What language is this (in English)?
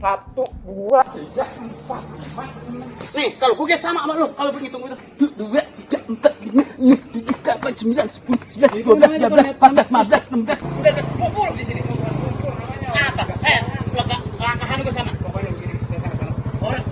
Betawi